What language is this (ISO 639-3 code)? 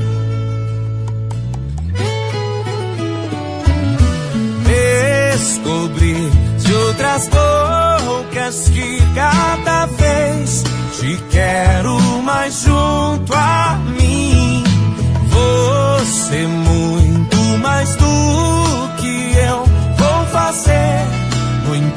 por